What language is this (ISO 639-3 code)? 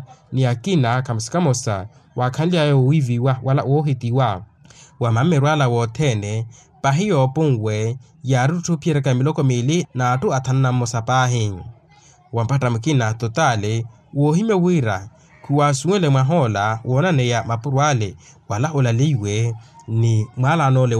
vmw